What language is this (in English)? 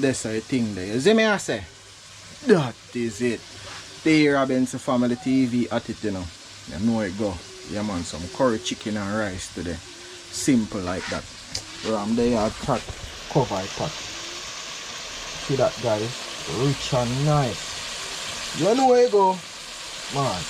Jamaican Creole English